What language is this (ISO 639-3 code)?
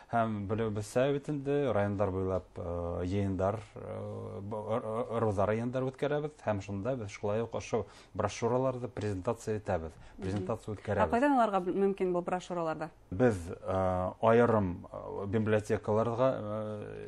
bak